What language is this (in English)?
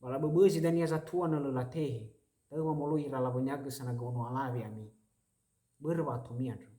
Nias